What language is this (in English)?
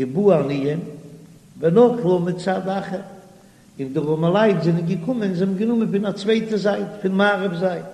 Yiddish